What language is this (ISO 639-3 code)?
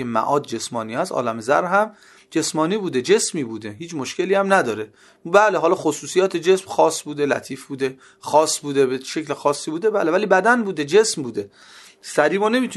fas